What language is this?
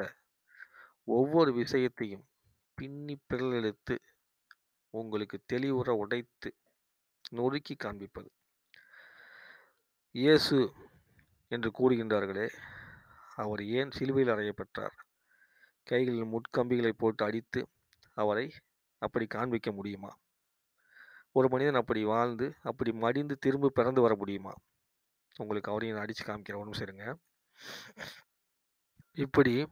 Tamil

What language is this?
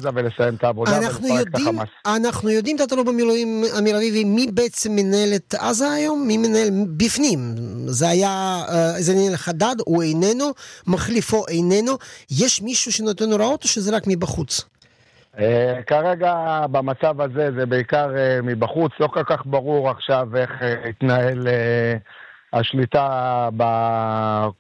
Hebrew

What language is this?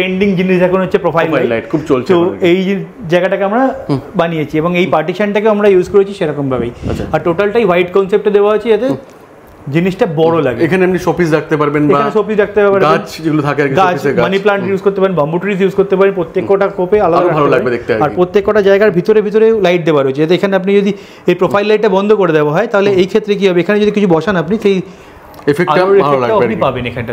Bangla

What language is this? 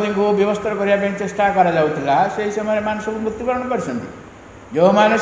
Odia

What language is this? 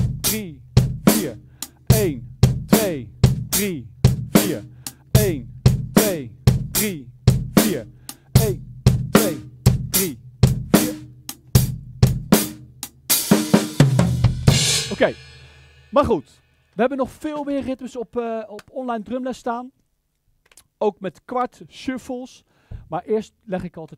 Dutch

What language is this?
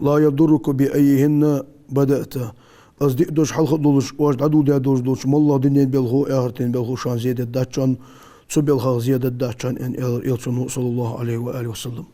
Ingush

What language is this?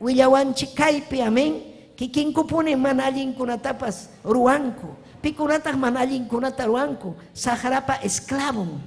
Ayacucho Quechua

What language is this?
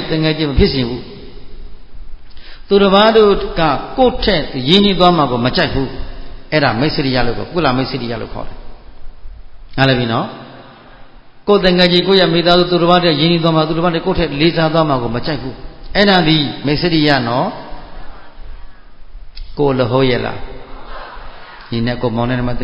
Burmese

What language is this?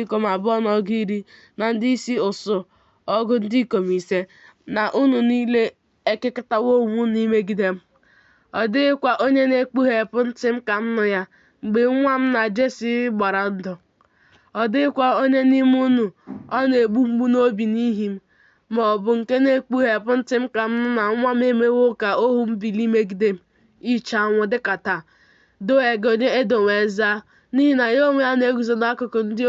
Igbo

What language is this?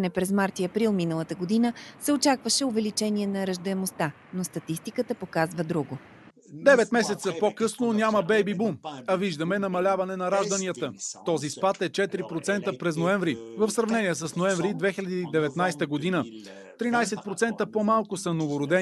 Bulgarian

